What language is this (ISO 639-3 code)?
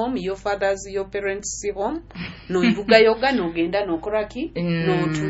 nyo